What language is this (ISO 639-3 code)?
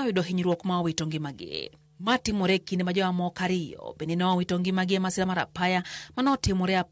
luo